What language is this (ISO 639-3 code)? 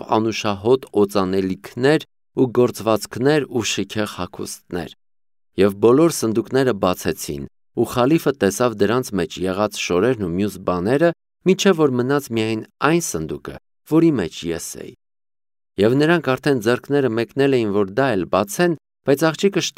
hye